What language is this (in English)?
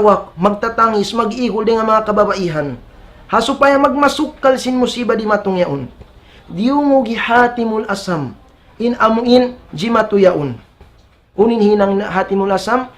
Tausug